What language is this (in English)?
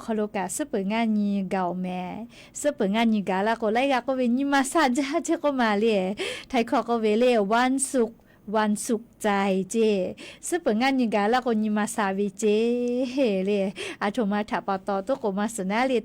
Lahu